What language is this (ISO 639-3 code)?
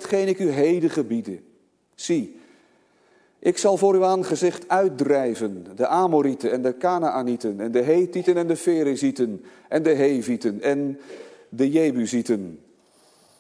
nld